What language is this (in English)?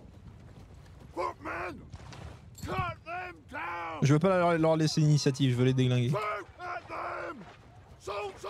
French